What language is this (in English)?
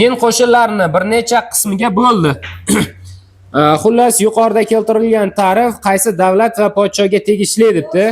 Uzbek